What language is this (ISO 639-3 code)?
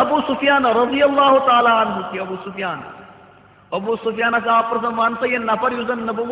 kas